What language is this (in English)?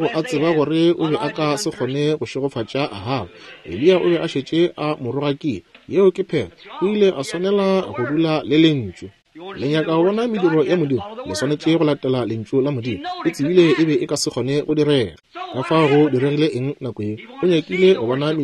Northern Sotho